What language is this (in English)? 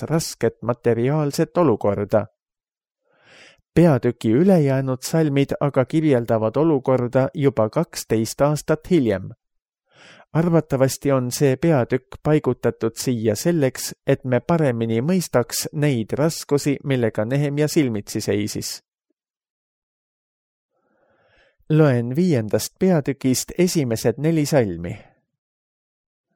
Estonian